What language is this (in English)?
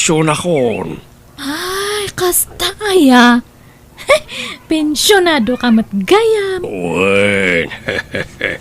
Iloko